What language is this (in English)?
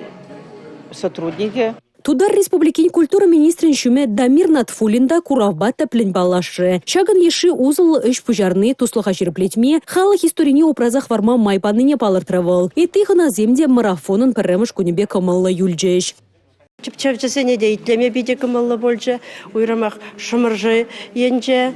Chuvash